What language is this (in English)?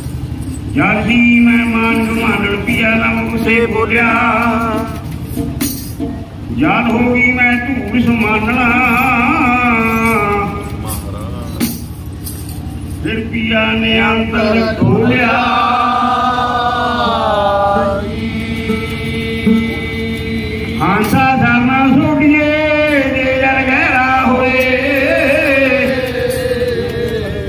Punjabi